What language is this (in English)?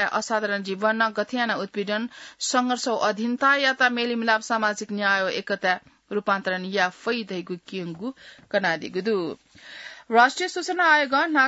Newari